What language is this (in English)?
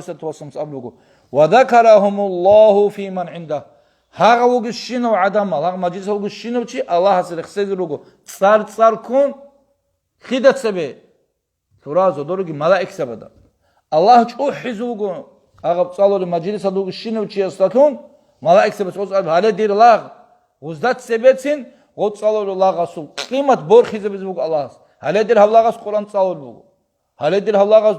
Avaric